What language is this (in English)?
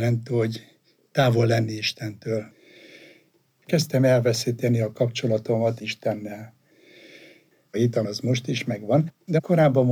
Hungarian